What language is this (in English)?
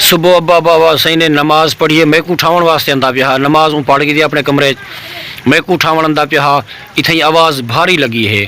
Saraiki